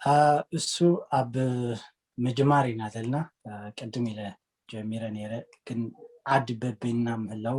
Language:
Tigrinya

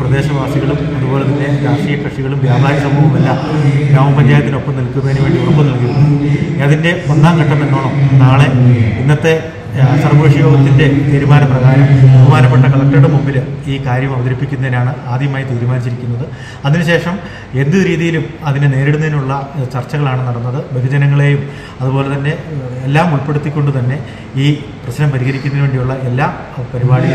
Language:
Malayalam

